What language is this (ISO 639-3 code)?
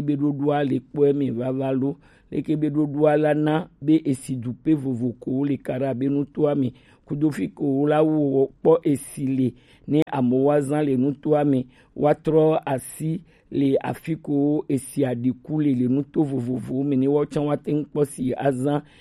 gej